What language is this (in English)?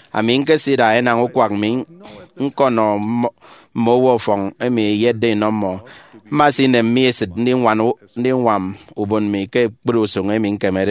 Efik